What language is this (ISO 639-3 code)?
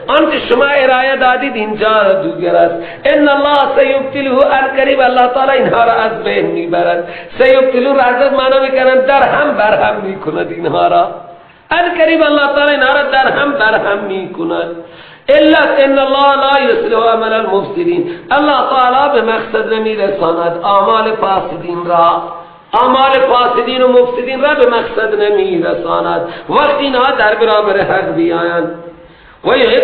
fas